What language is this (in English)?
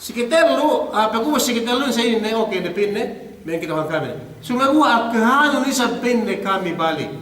Yakan